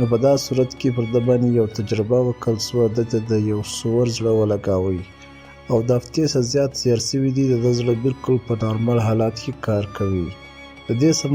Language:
Pashto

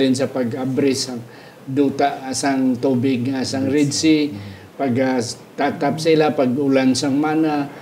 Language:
Hiligaynon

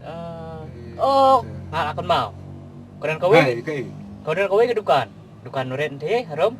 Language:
Khasi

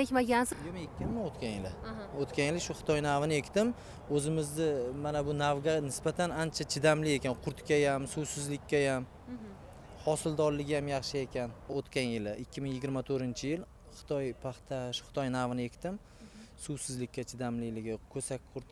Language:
Uzbek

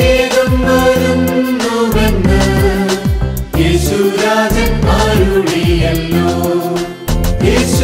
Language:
Malayalam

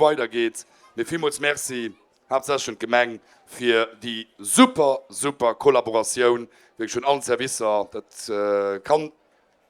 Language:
Luxembourgish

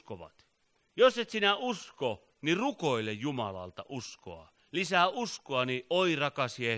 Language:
Finnish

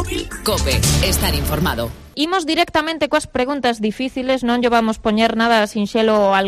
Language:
Galician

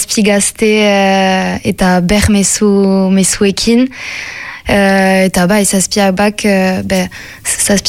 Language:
Basque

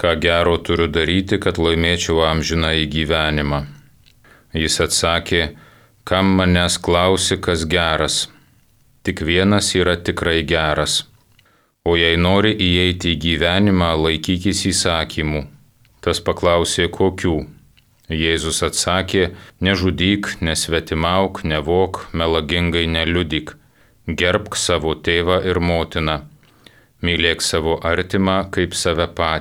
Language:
Lithuanian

